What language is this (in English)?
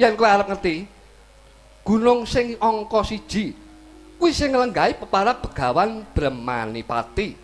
Javanese